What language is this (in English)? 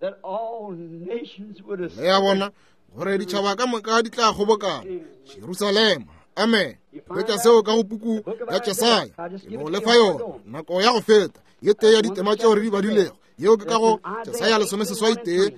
Northern Sotho